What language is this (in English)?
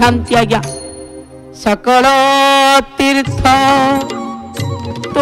Odia